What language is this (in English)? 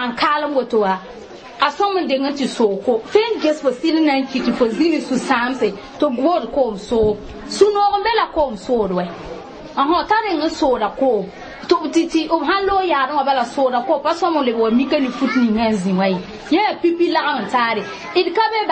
Mossi